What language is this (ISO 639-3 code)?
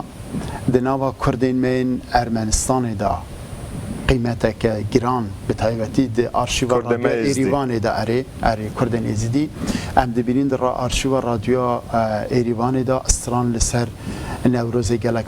kur